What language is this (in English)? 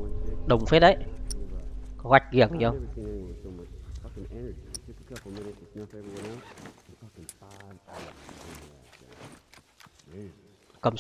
Vietnamese